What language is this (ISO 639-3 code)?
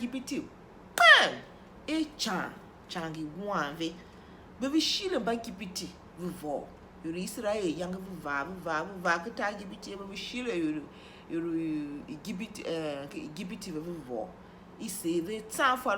tiv